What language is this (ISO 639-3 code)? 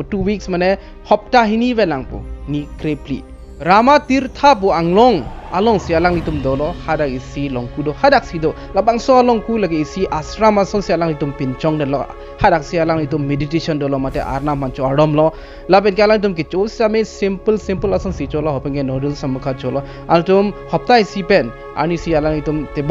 mjw